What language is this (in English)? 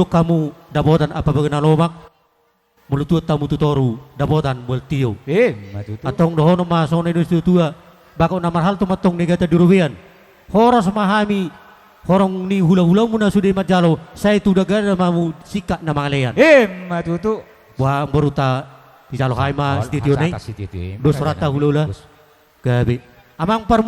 Batak Toba